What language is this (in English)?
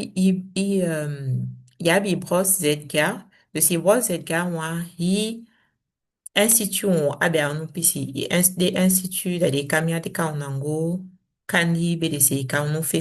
Saramaccan